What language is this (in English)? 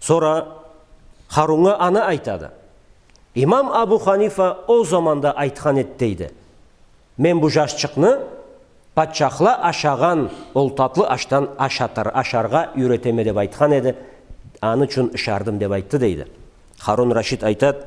Karachay-Balkar